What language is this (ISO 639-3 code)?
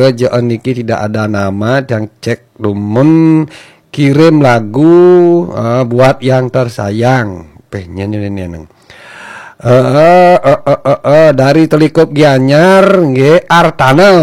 ban